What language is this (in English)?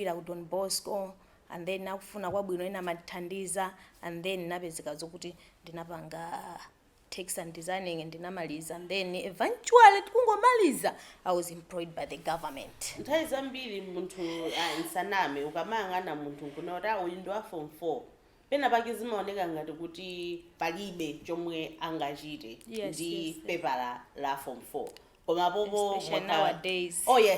Nyanja